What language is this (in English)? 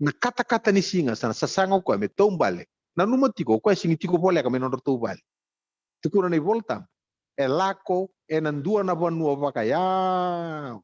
Fijian